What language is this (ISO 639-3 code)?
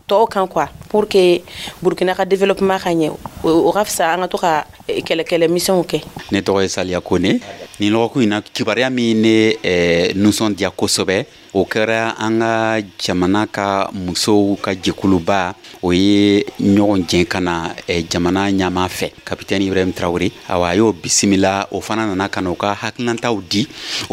dyu